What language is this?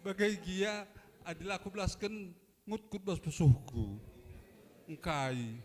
Batak Karo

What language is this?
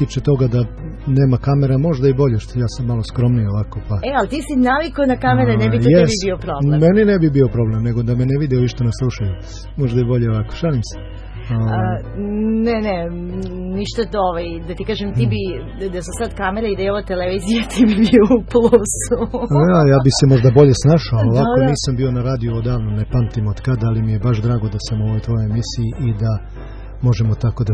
Serbian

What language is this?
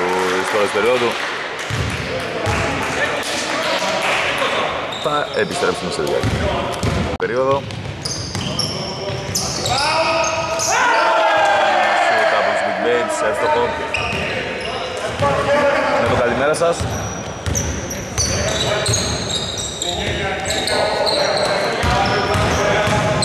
Greek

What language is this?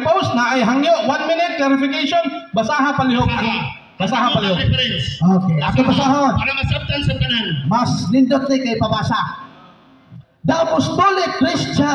Cebuano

